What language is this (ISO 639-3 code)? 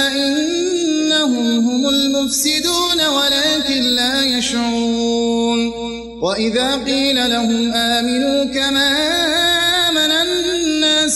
ara